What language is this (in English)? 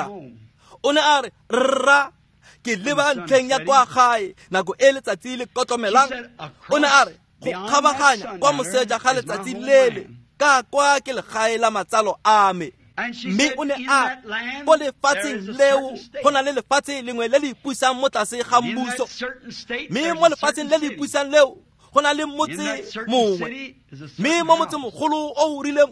Tswana